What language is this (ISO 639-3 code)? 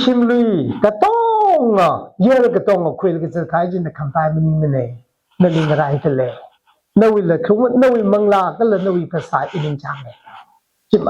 nmf